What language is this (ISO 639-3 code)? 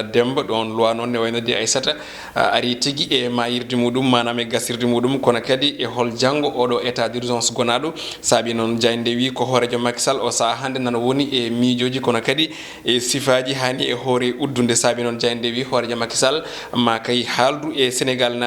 ful